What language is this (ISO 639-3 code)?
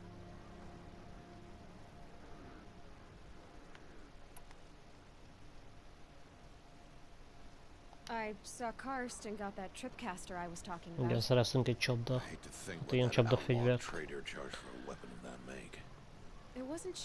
hun